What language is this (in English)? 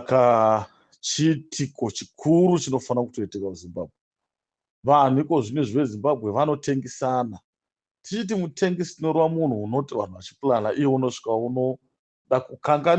Shona